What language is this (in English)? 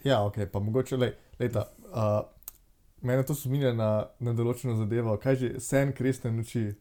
Slovenian